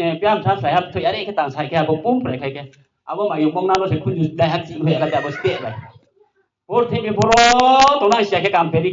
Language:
Riang (India)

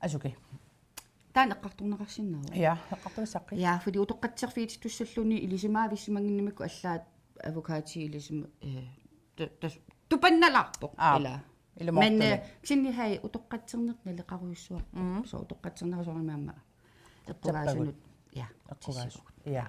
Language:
Kalaallisut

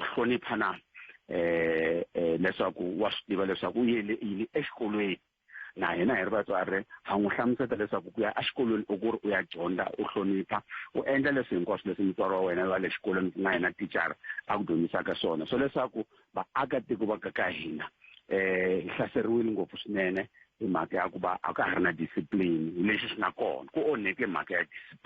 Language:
Tsonga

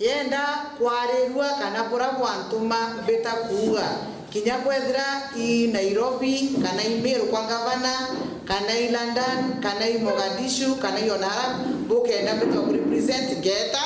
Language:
Meru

